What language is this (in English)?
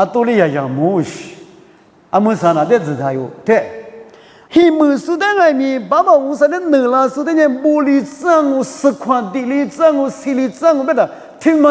Lisu